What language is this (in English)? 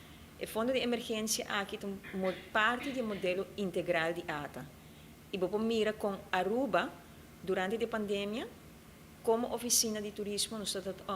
Papiamento